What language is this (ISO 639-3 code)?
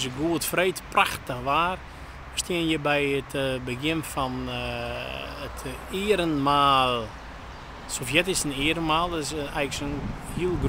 fry